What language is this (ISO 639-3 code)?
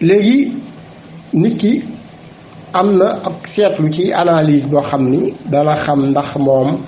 wol